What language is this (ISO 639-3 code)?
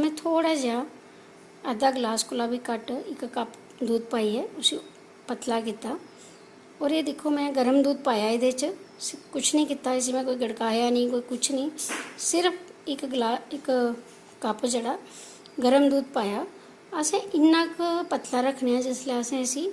doi